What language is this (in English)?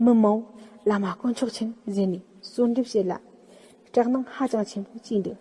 Tibetan